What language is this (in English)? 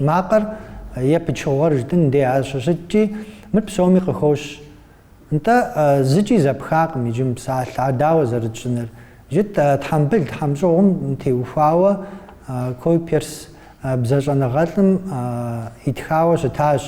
Kabardian